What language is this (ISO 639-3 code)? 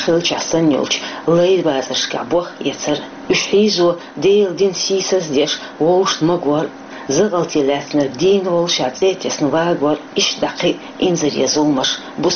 che